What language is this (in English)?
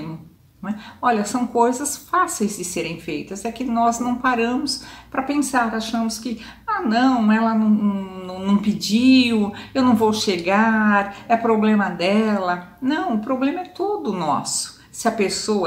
Portuguese